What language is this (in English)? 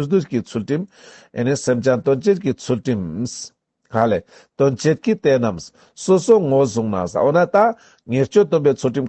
Ladakhi